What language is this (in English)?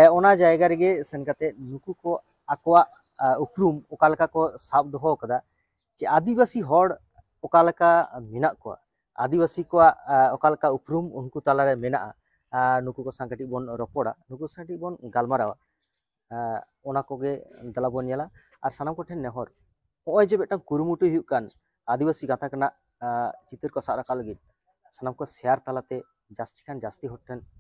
Santali